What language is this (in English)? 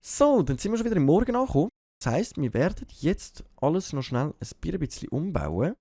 Swiss German